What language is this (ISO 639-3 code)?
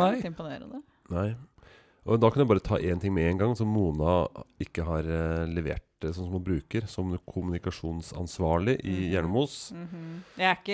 nor